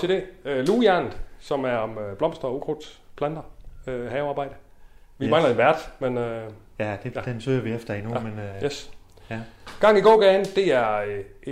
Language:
Danish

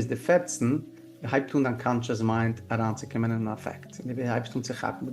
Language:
Yiddish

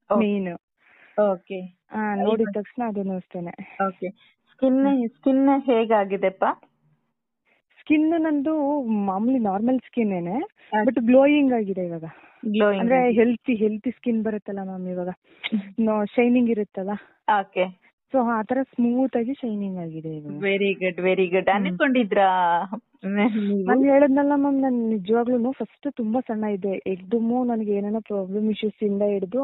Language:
Kannada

